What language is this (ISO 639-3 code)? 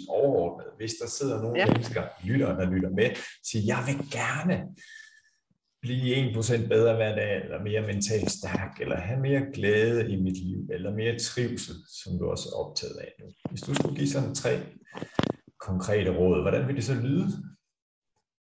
dan